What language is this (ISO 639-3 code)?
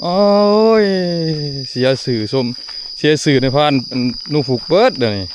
tts